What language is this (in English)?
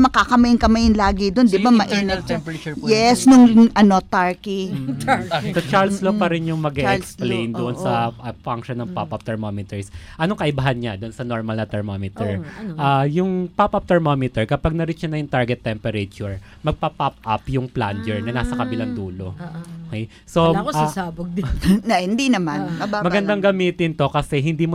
Filipino